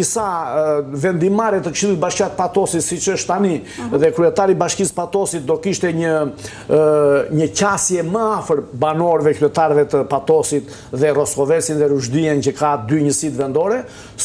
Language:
Albanian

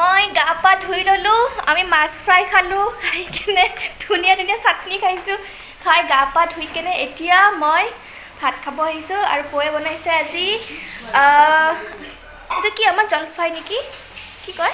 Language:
Assamese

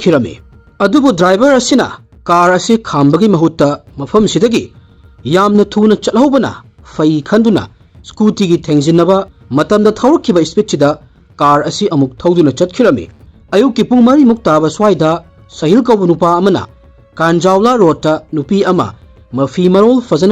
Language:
Manipuri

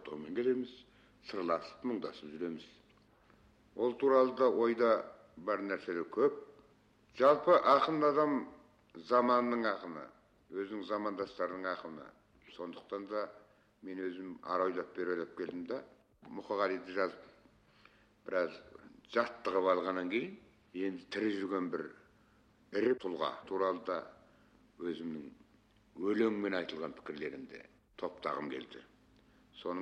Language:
Kazakh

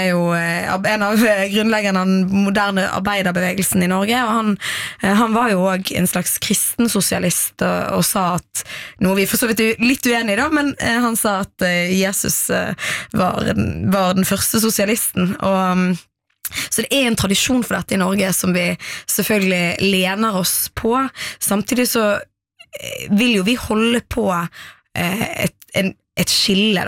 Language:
Norwegian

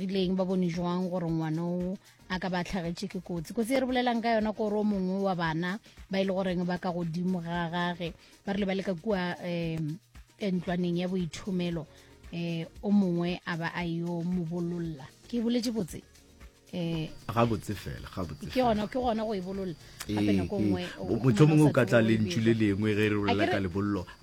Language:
Northern Sotho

